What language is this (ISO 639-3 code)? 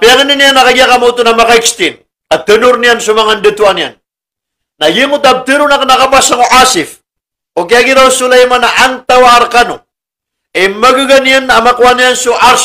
mrw